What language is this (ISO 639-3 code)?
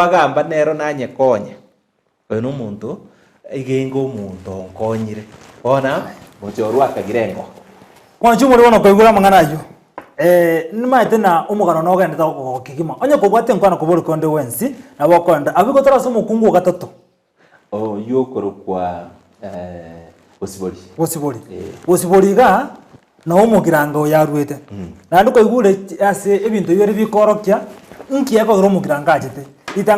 guz